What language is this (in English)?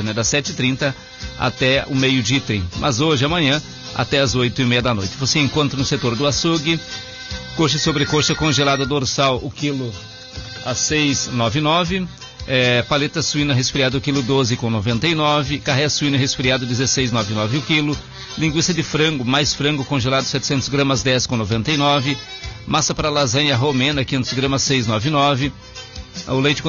Portuguese